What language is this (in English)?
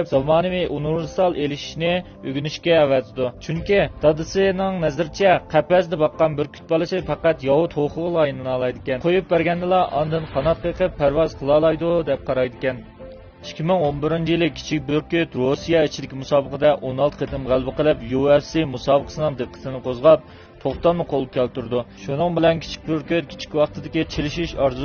Uyghur